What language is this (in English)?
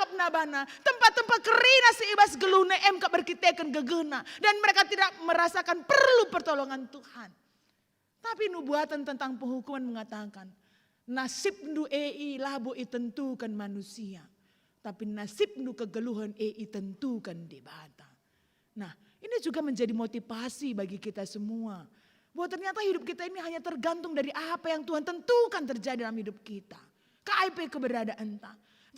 Batak Karo